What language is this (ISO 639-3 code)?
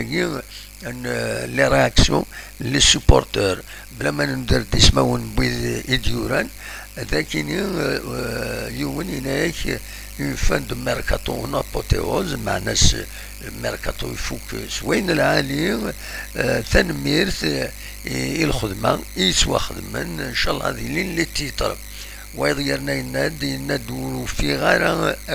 kab